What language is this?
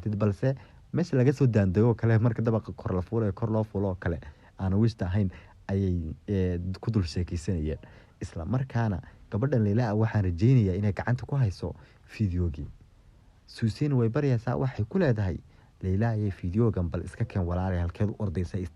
Somali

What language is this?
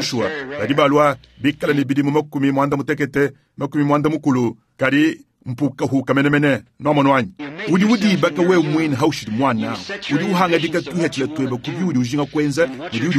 Luba-Lulua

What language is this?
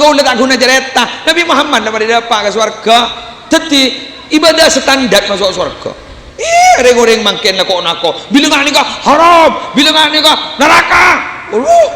Madurese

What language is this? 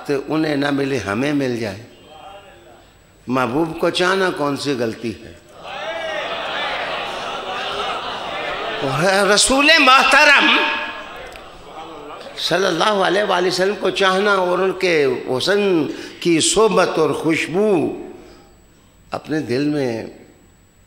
Urdu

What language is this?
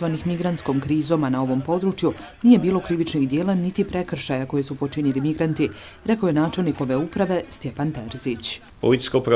Bosnian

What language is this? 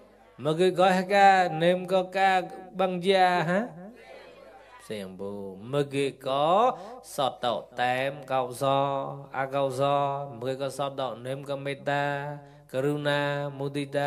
Mon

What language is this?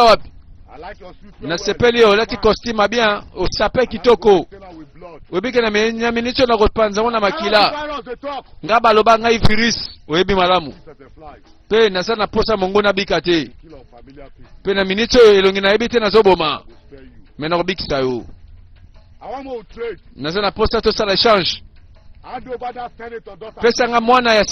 Lingala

